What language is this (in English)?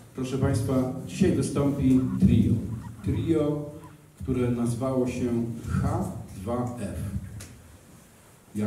Polish